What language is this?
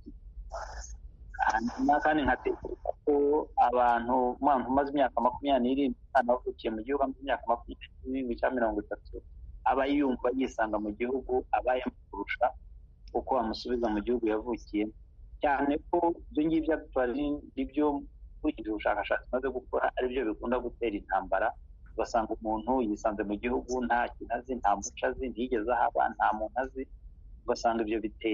Kinyarwanda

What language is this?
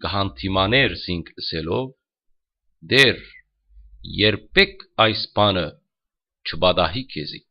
Western Armenian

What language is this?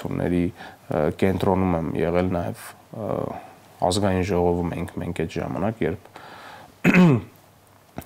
Armenian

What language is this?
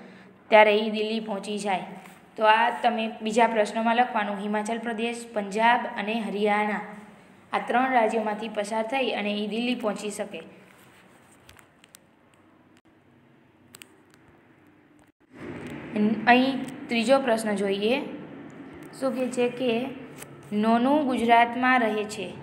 Gujarati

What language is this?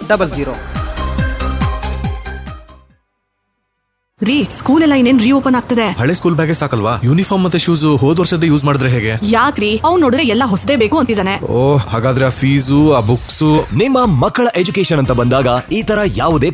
Kannada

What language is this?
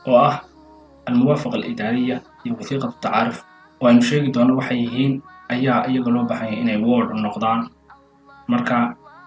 Somali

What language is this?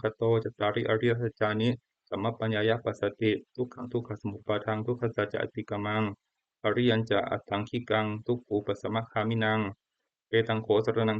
Pali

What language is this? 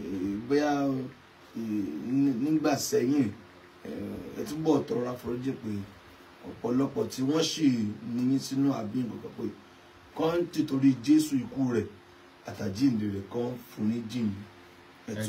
Yoruba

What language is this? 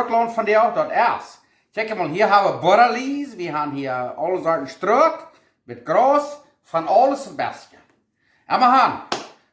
Plautdietsch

